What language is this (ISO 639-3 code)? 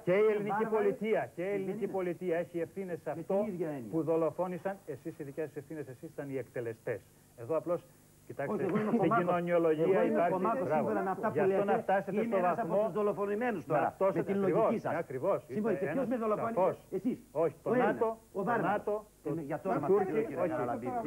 ell